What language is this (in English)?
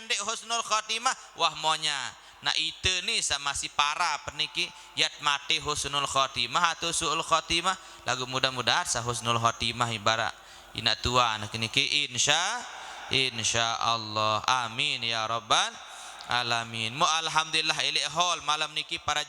Sasak